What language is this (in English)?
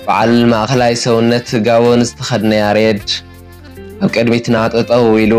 Tigrinya